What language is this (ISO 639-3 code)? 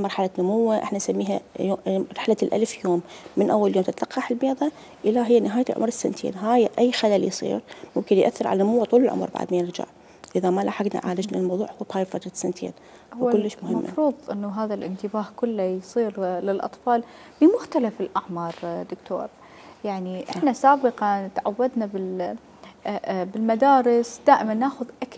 acm